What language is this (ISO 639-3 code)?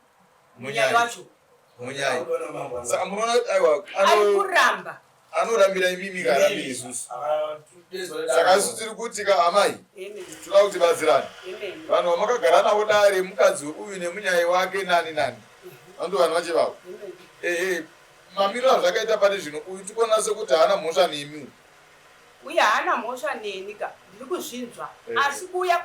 sna